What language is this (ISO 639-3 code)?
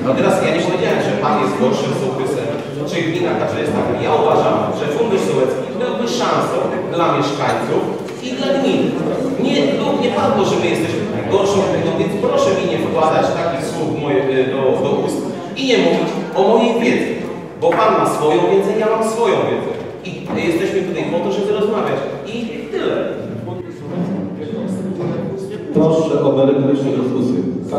pol